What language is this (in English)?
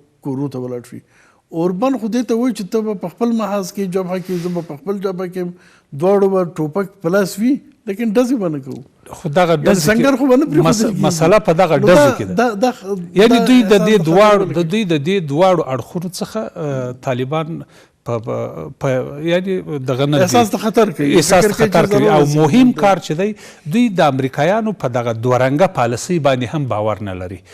Pashto